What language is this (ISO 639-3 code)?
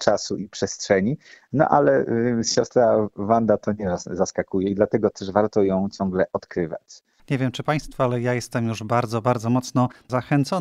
pol